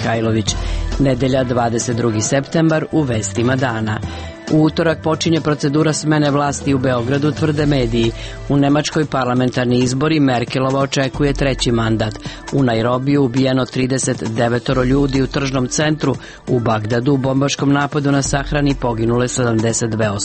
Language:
Serbian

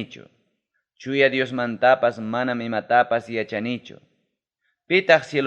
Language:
Ayacucho Quechua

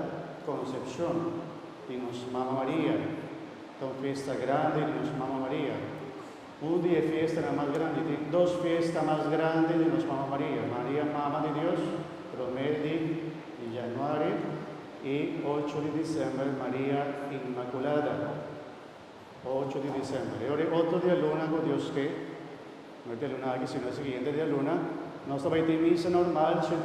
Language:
Papiamento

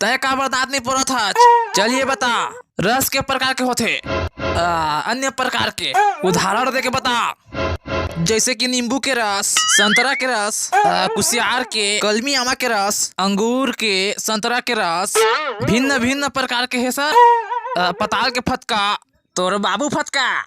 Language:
Chhattisgarhi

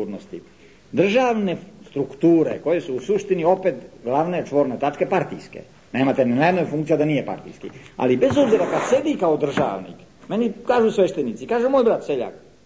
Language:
Serbian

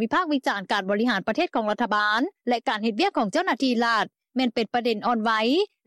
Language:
Lao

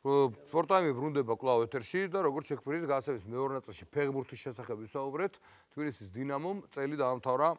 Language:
Georgian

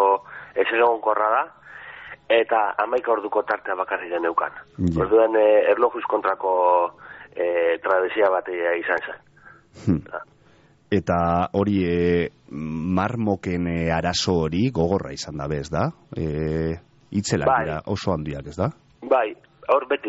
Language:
Basque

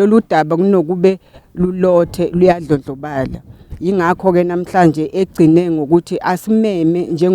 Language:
Zulu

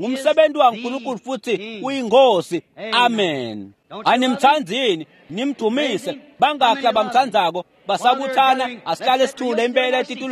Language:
Swati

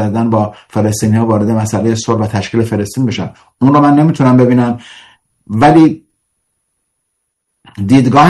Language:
Persian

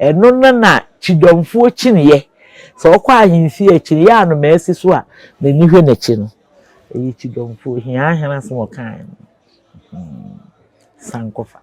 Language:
Akan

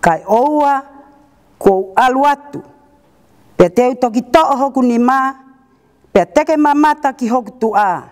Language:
Tongan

